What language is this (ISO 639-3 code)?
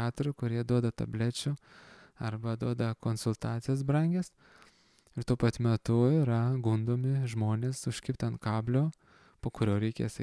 lit